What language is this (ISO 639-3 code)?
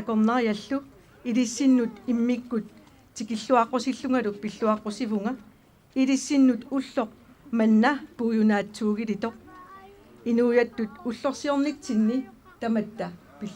kal